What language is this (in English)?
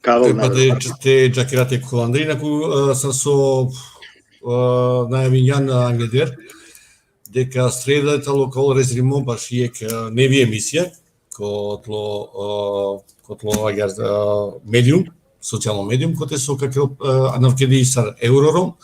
Balkan Romani